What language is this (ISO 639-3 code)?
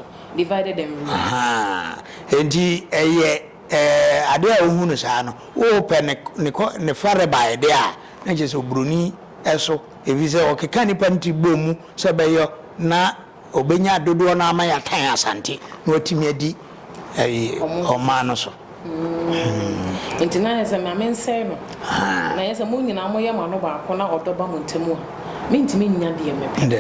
aka